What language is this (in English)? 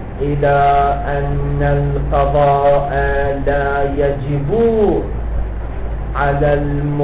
Arabic